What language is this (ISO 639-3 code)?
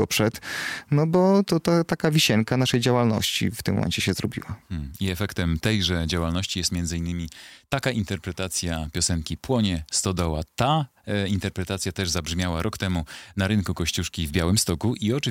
pol